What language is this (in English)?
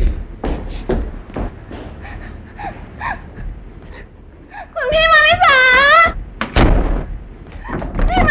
Thai